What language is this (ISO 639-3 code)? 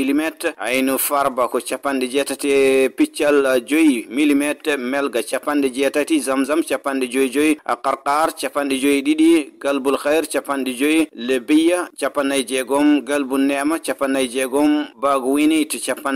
ful